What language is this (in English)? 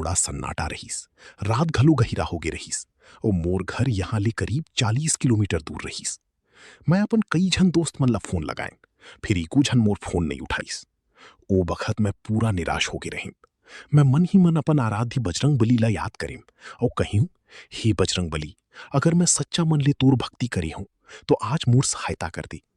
Chhattisgarhi